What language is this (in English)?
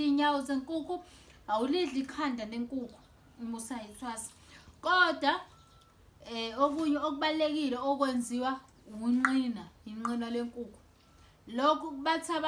Zulu